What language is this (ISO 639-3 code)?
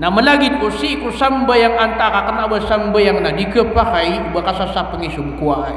mrw